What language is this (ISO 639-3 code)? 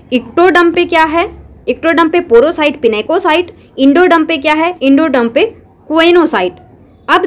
hin